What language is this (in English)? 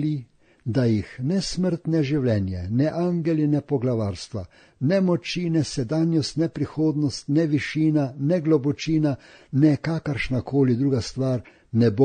Slovenian